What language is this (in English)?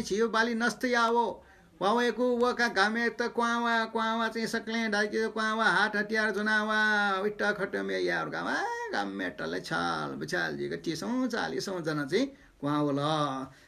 Newari